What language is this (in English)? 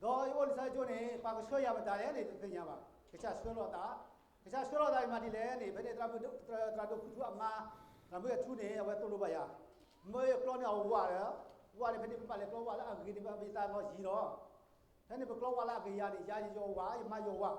S'gaw Karen